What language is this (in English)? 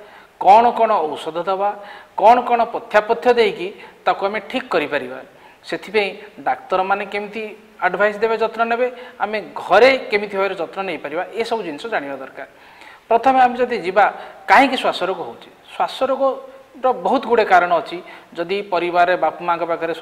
Odia